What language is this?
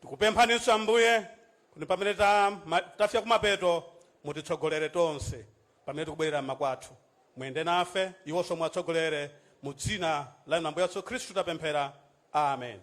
Nyanja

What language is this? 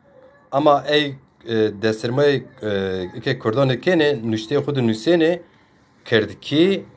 Zaza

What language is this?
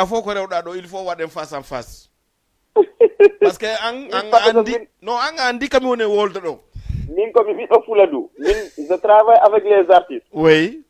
Fula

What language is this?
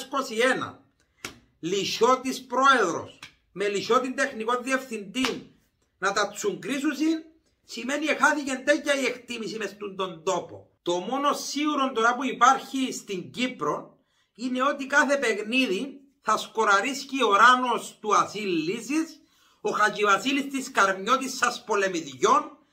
Greek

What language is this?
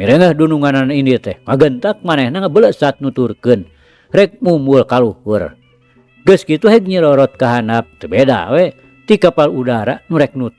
Sundanese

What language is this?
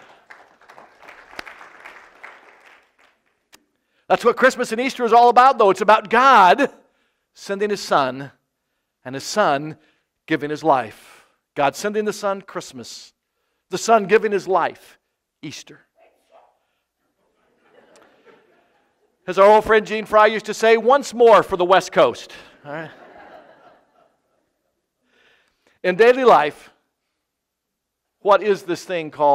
English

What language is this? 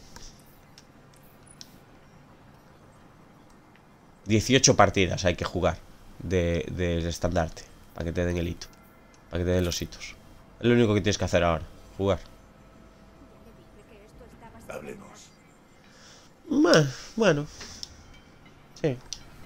Spanish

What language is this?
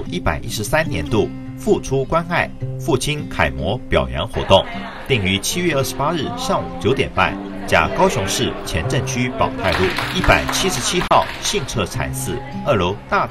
Chinese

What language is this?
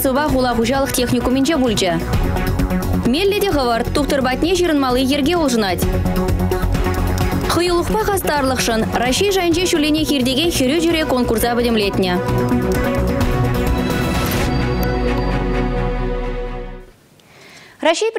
Chuvash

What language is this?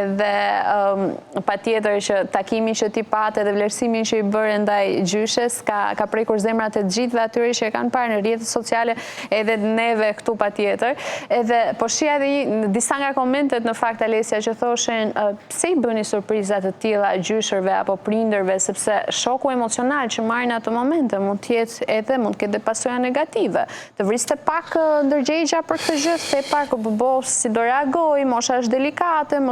Albanian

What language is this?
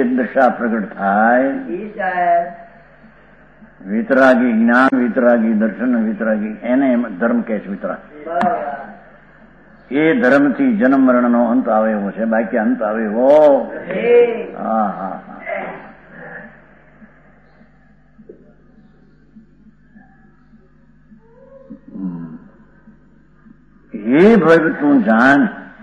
Gujarati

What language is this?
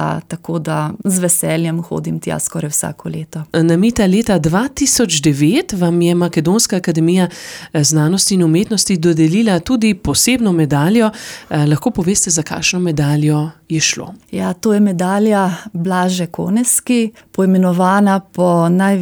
Slovenian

